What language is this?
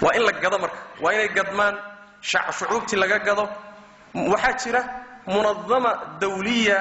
Somali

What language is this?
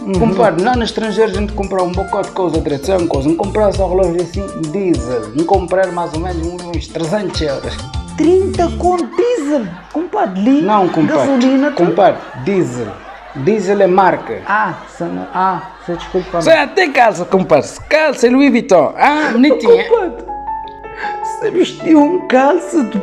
Portuguese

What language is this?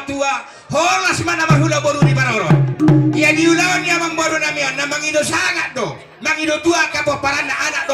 Batak Toba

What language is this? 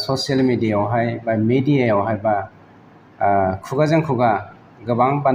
Bodo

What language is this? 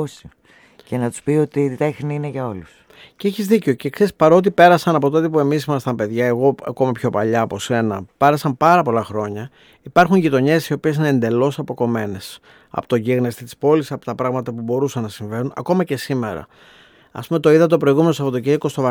Greek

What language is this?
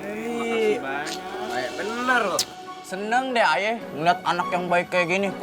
Betawi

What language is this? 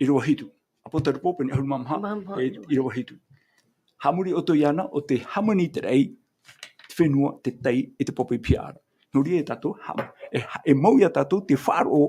Tahitian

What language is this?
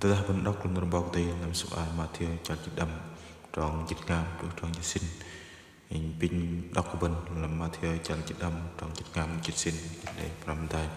Bahnar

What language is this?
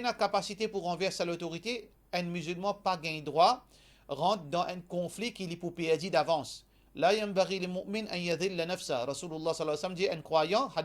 Morisyen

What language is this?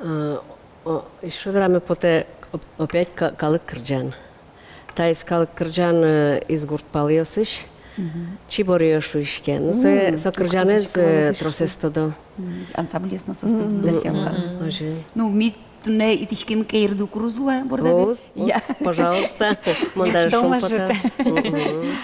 Udmurt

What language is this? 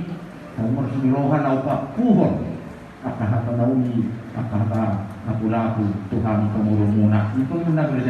Batak Toba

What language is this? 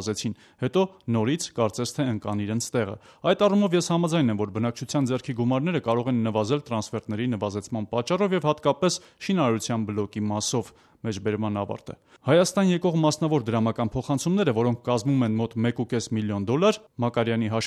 Armenian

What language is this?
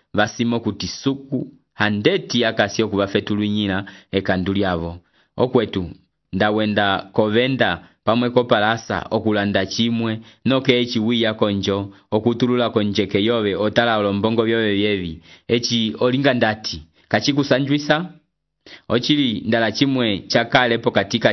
Umbundu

